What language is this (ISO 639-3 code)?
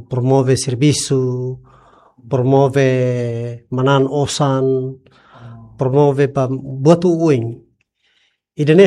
tet